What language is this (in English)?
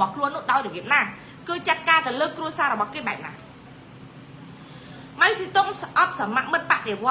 Khmer